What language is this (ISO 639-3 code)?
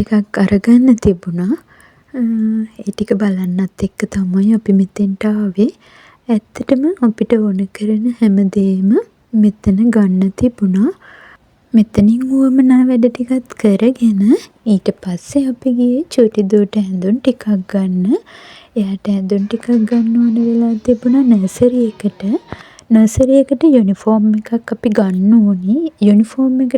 sin